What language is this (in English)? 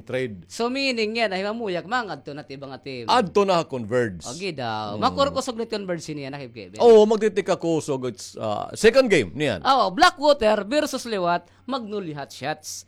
Waray